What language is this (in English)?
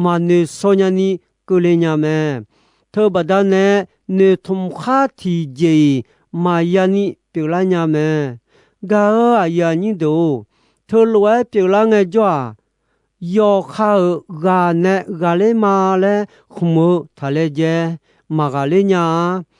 Akha